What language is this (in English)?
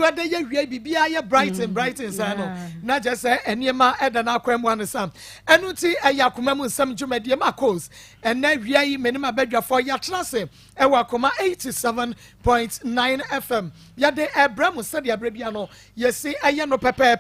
Akan